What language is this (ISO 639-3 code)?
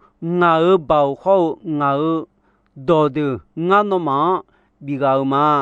ahk